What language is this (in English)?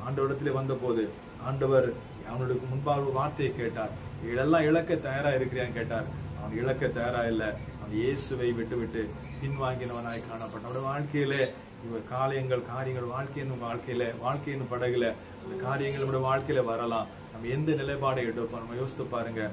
Tamil